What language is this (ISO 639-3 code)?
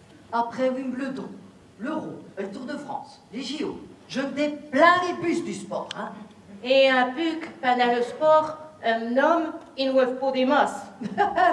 pcd